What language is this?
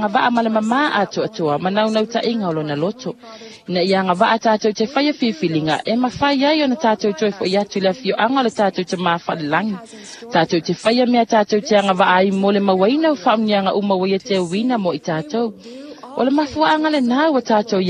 Samoan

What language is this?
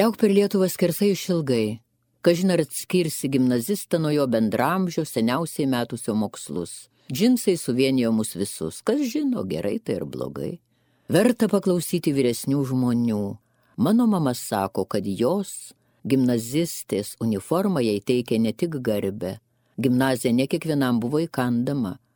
Lithuanian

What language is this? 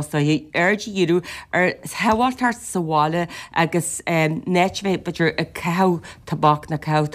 Irish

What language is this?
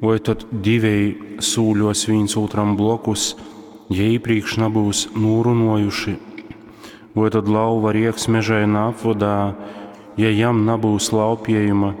Latgalian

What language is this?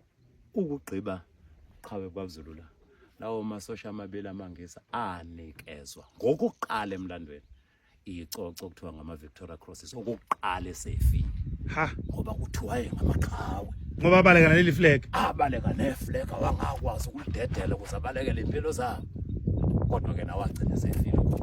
Zulu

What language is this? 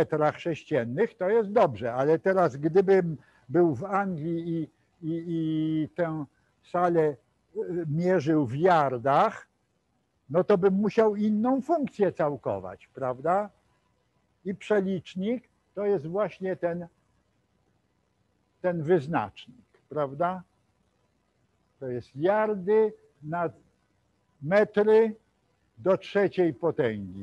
Polish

